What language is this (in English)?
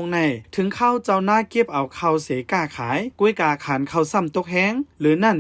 Shan